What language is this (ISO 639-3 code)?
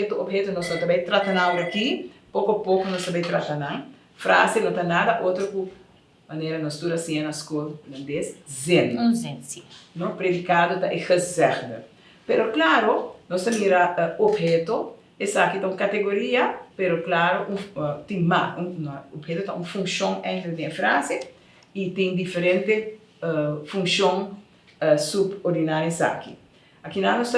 pap